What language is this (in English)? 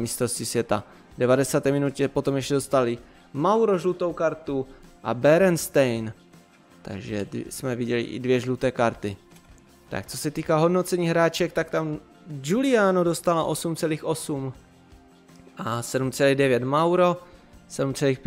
Czech